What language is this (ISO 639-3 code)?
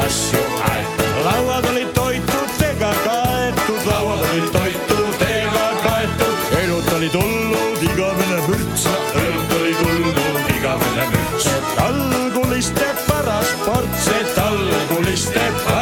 est